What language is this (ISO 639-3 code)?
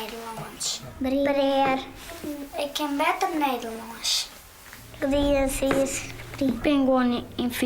fry